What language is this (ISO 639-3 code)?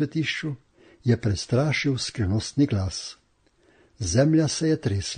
slv